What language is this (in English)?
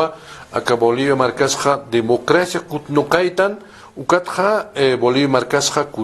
Aymara